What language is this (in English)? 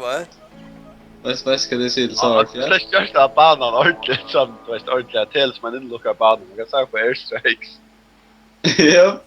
Faroese